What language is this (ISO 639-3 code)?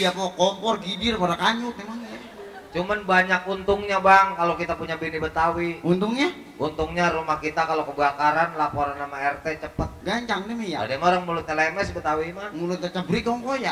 bew